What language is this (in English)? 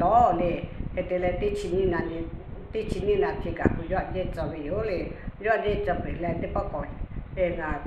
Lahu